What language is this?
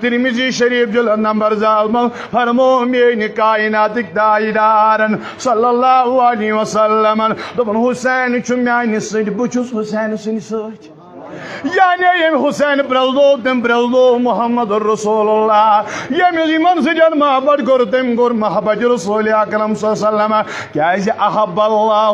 Kashmiri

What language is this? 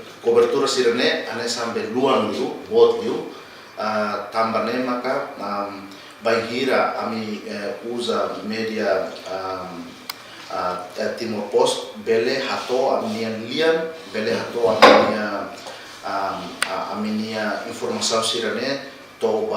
Tetum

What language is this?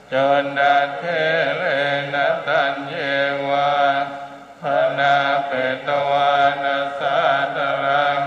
Pali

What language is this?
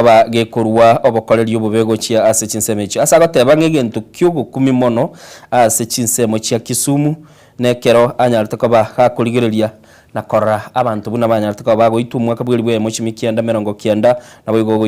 Gusii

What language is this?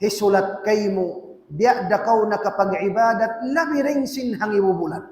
Tausug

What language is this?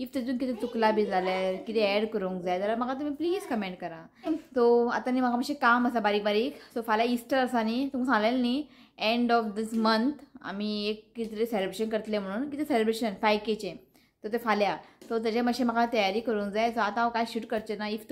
Konkani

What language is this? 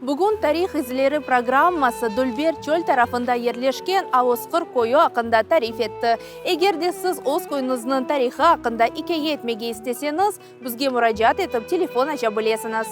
Crimean Tatar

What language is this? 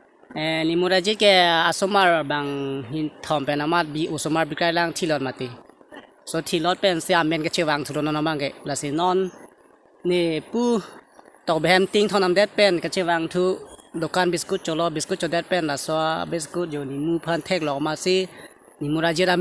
Karbi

